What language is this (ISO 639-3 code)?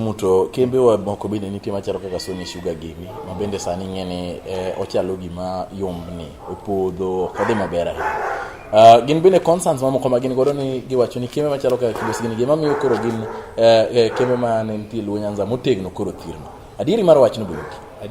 luo